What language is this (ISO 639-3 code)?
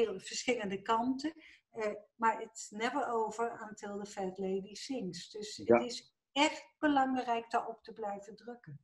nld